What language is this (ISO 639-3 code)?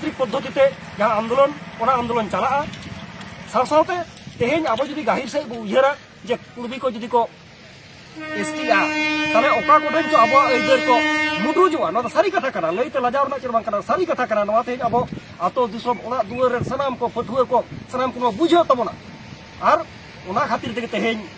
sat